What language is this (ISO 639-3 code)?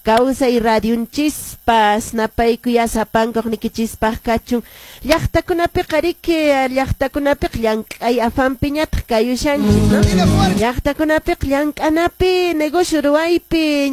que